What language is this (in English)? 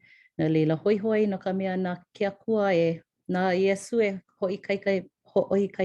Hawaiian